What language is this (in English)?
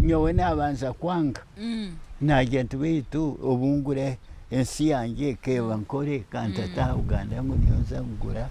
Nyankole